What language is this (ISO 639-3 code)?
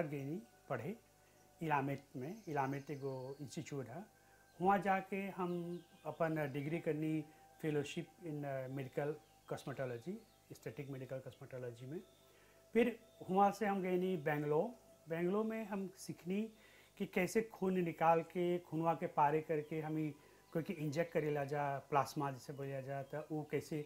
bho